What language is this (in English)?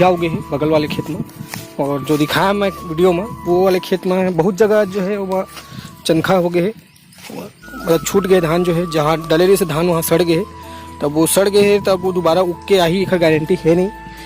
Chhattisgarhi